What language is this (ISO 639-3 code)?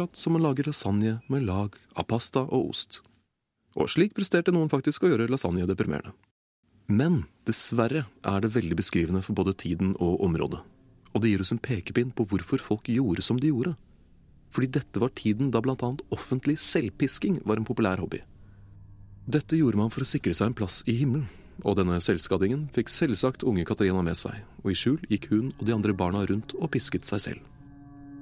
nor